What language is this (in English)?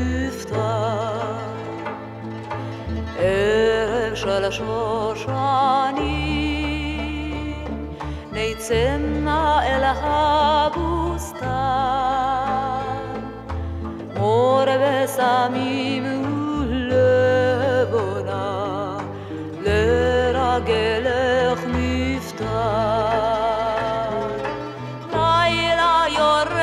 Hebrew